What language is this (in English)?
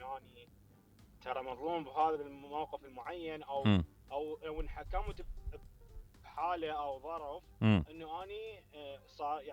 Mesopotamian Arabic